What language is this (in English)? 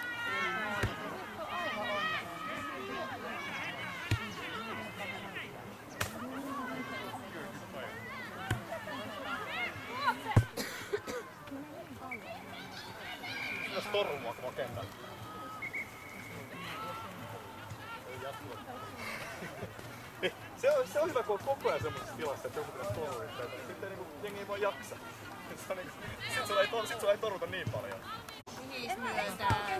Finnish